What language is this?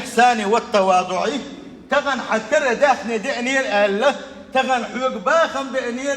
Chechen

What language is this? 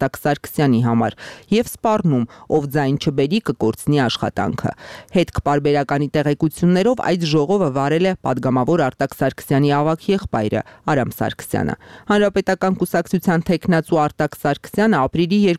Armenian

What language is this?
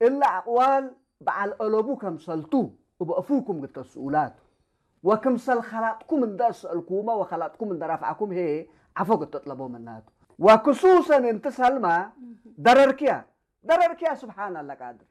Tigre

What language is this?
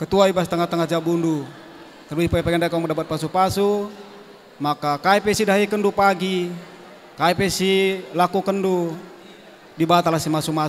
Batak Karo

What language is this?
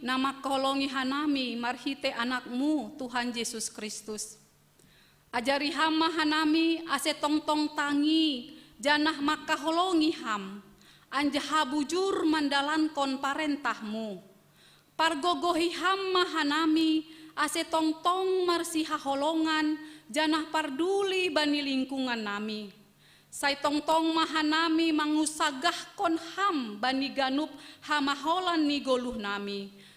Batak Simalungun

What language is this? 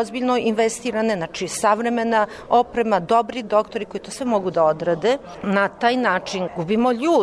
Serbian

